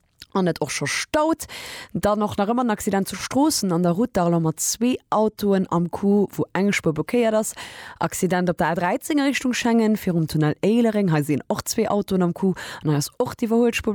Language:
Luxembourgish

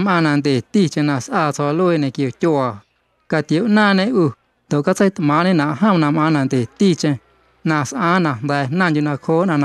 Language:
Guerrero Amuzgo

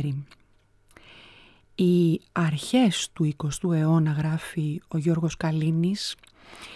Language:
Greek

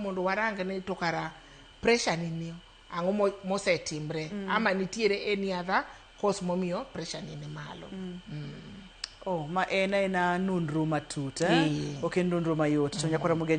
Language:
Luo (Kenya and Tanzania)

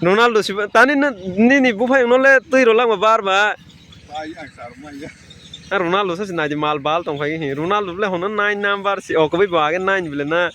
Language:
Kok Borok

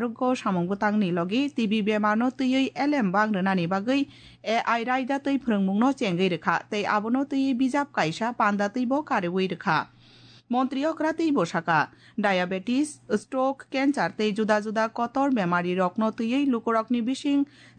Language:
Kok Borok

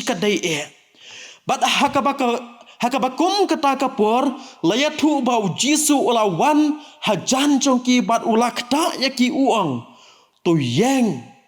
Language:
Khasi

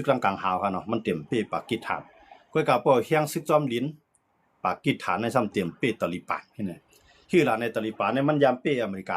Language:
Shan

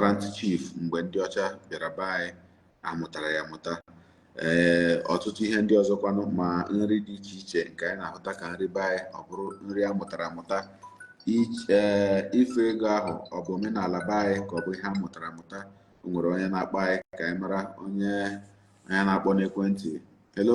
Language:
Igbo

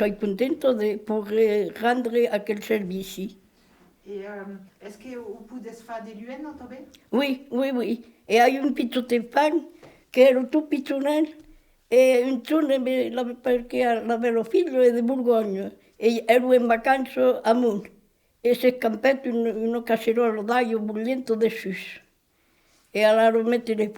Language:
Occitan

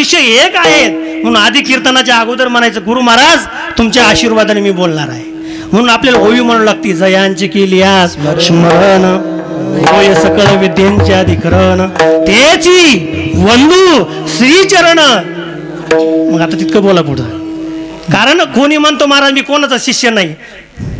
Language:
Marathi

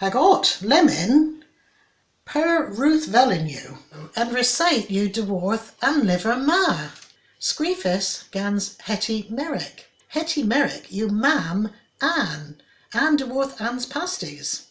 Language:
Cornish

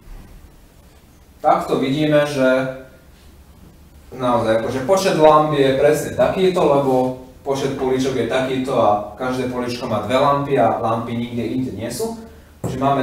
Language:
Slovak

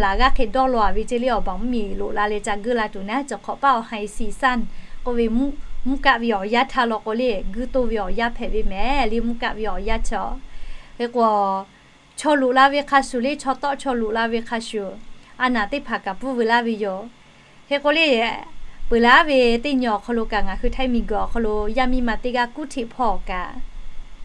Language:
Lahu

